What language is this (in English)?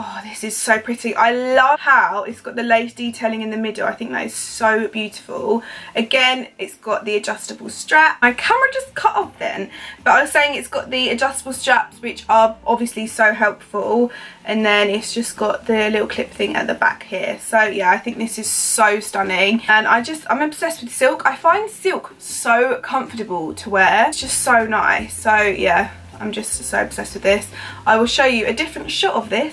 English